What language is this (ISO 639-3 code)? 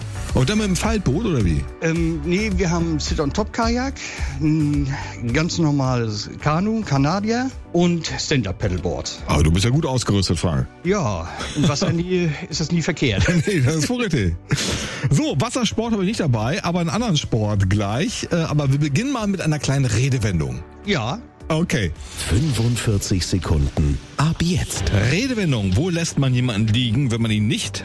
deu